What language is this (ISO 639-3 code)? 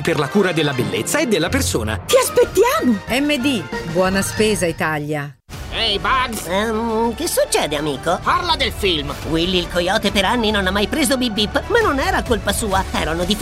ita